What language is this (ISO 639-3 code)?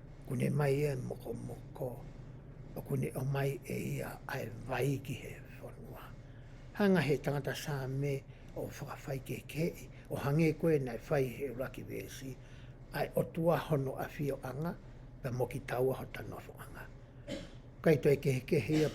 ton